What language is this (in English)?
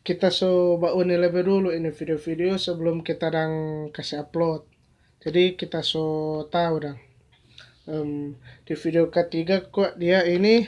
Manado Malay